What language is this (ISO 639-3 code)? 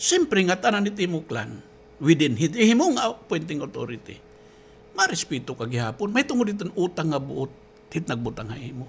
war